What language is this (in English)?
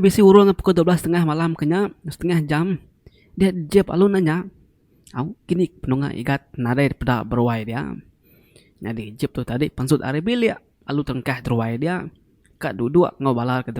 Iban